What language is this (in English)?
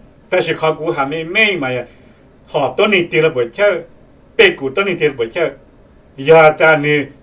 Hmong